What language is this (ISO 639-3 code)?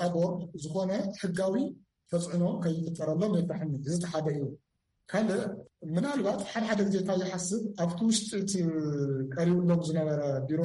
tir